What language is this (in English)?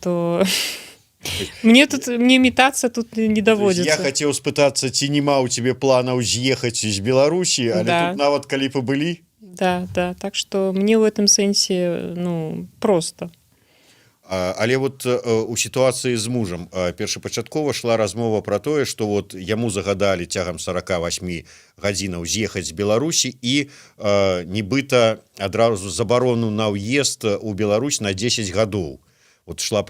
Belarusian